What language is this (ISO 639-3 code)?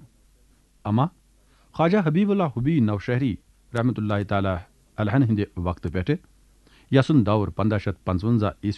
kas